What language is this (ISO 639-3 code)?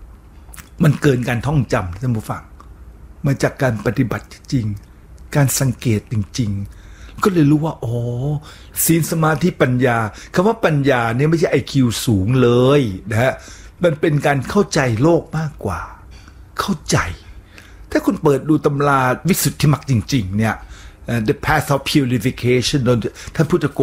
tha